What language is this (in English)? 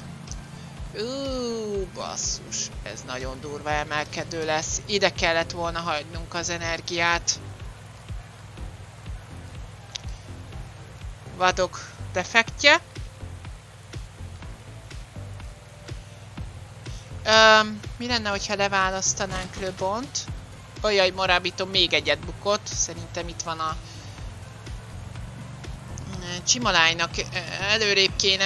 Hungarian